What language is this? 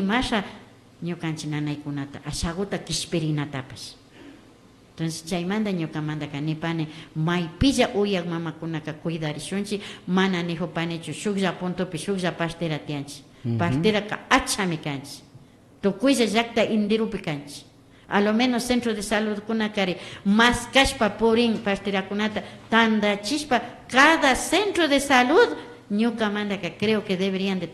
Imbabura Highland Quichua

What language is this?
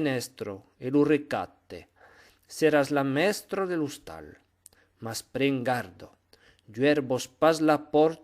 Occitan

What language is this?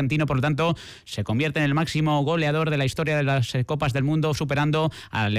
Spanish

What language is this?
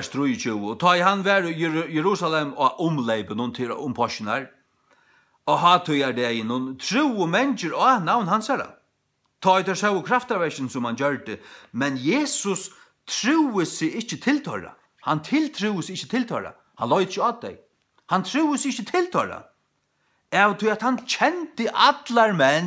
Faroese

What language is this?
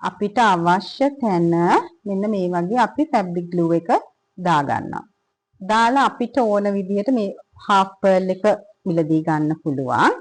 Sinhala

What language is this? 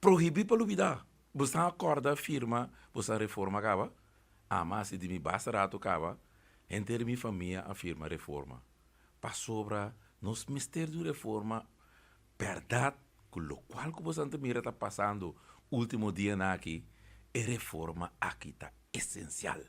Papiamento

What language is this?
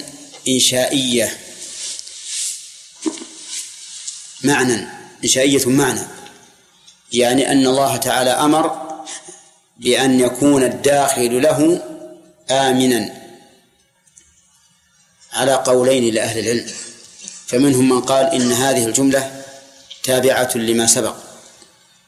Arabic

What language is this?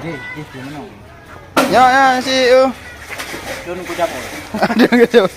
Achinese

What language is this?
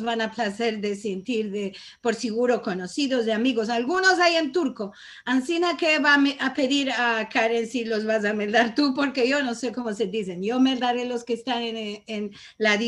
Ladino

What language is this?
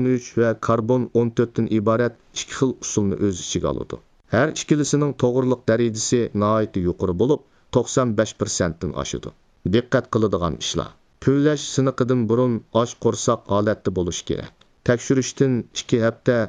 Uyghur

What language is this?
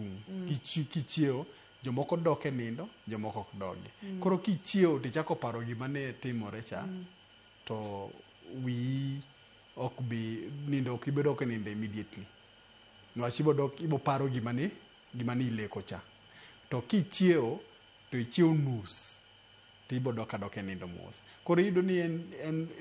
Luo (Kenya and Tanzania)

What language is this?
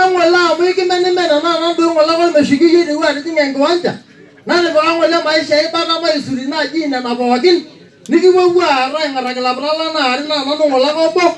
Masai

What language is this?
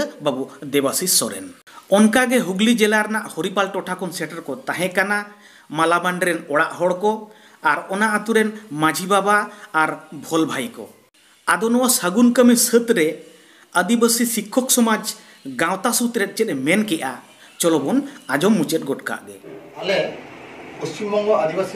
Santali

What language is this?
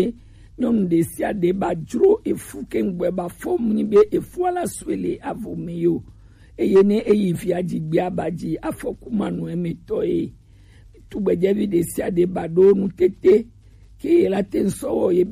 Gen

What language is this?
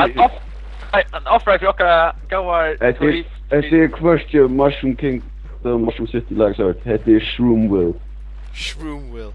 Faroese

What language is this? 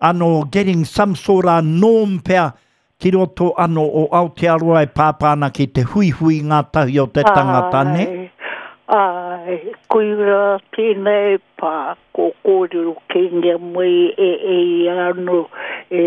Māori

